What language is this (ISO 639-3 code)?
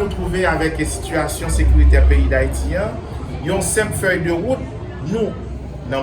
hat